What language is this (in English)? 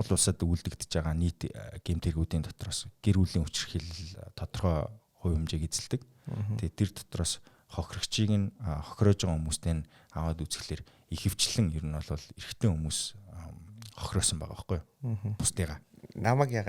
Mongolian